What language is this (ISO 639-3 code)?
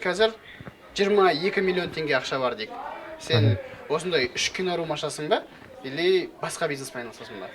kaz